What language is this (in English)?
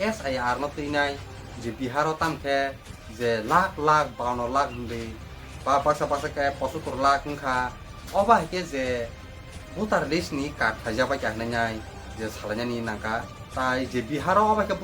Kok Borok